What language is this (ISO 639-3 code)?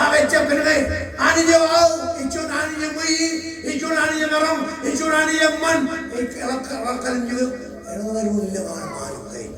mah